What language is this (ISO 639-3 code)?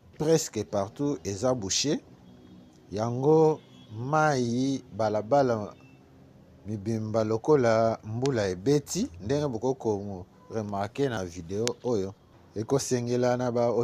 lin